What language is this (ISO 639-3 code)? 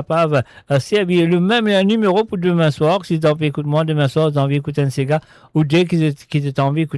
mfe